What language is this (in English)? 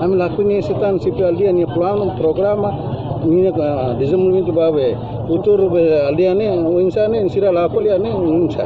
Tetum